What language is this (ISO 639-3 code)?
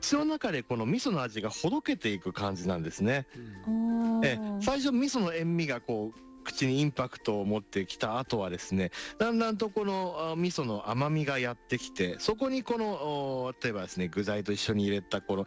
jpn